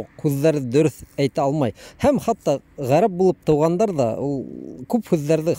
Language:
Bashkir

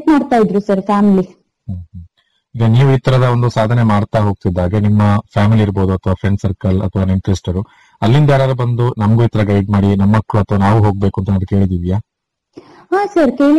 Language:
Kannada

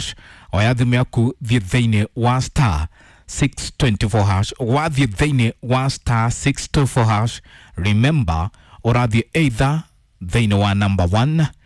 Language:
Kikuyu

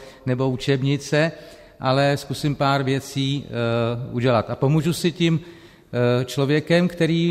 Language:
Czech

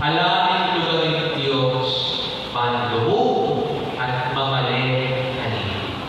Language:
Pampanga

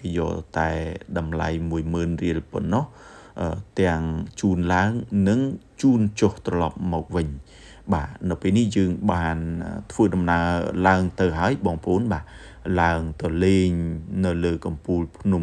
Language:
Khmer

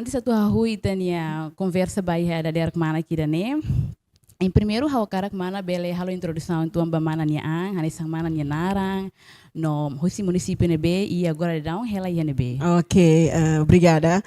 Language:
Tetum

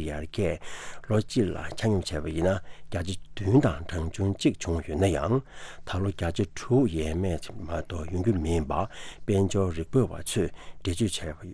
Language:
Tibetan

